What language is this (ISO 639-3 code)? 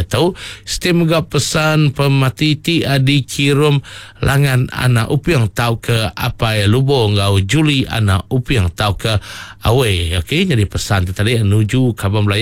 iba